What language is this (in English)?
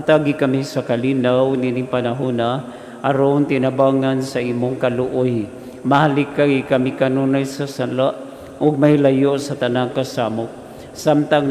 Cebuano